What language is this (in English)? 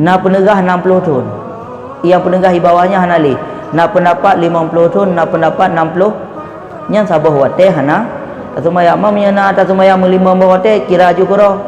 Achinese